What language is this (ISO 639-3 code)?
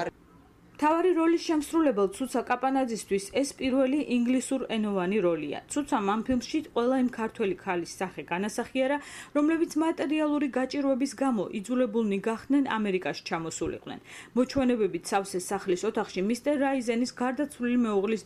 kat